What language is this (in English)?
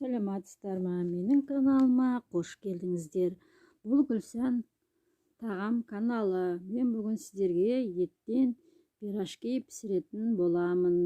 Kazakh